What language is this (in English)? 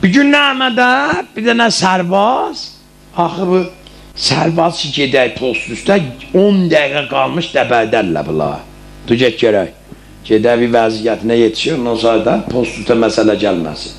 South Azerbaijani